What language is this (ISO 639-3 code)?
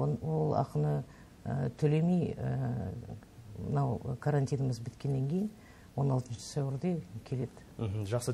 kaz